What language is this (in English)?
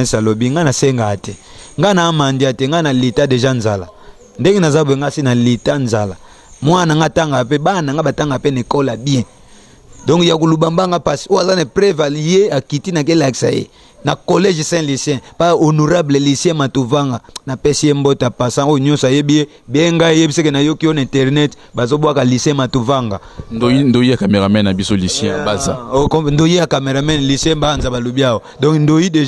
Lingala